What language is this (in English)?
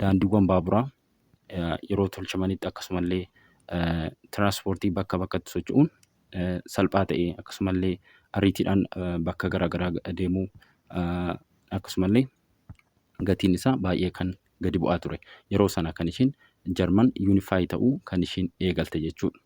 Oromo